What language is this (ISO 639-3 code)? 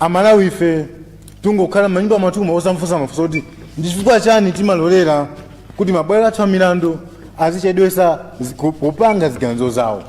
nya